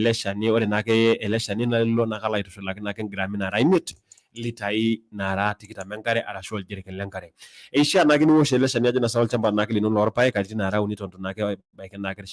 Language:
Masai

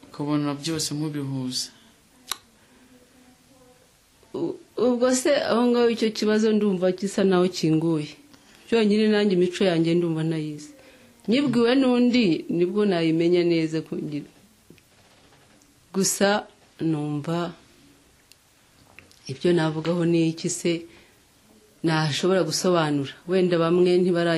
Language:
Kinyarwanda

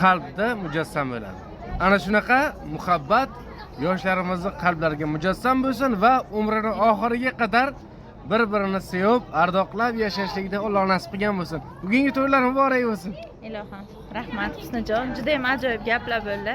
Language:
Uzbek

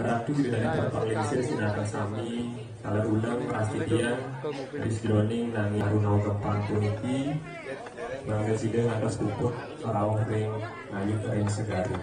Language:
Balinese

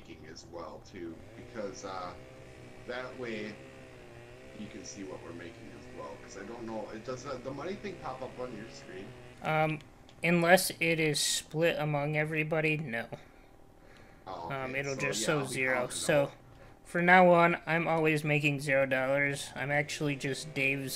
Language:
English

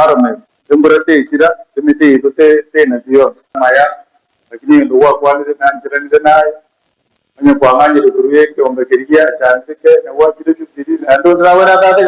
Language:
Gusii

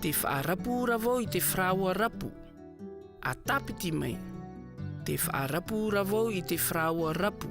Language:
Tahitian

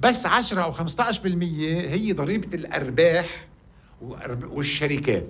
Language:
North Levantine Arabic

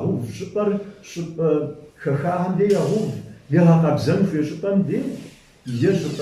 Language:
Kabardian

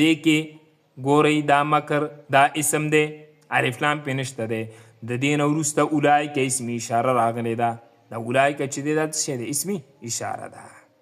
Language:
Pashto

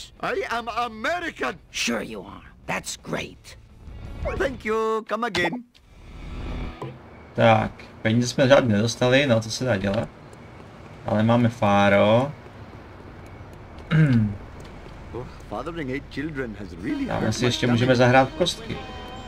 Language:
Czech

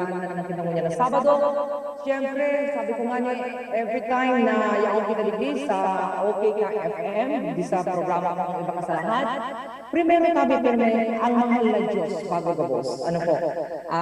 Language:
Bikol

